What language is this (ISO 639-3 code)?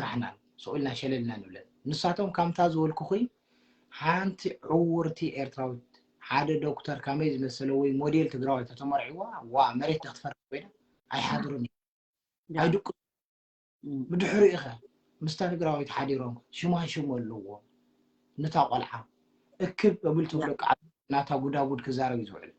tir